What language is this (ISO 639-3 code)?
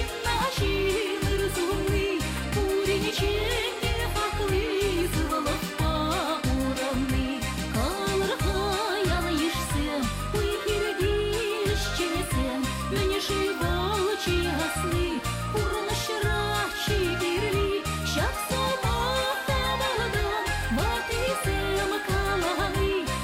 chv